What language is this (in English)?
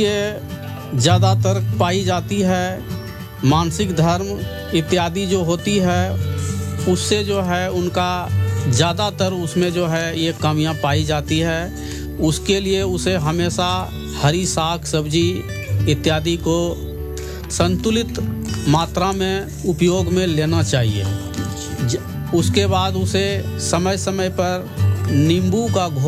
Hindi